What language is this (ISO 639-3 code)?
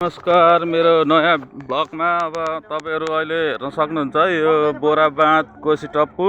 nep